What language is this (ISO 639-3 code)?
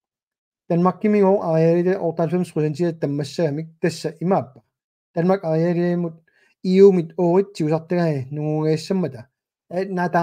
kal